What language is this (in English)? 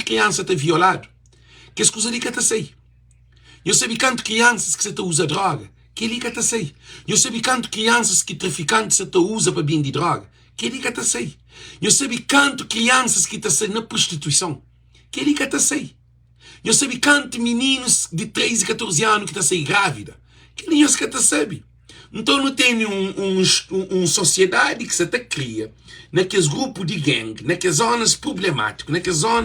Kabuverdianu